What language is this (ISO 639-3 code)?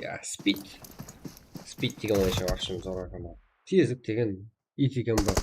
kaa